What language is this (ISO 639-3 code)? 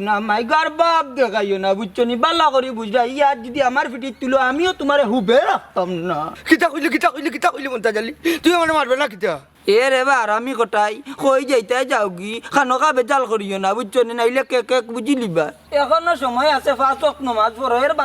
syl